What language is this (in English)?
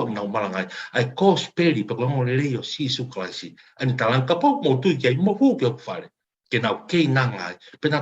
Tongan